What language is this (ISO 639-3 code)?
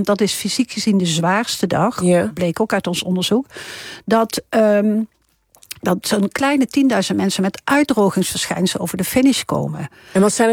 nld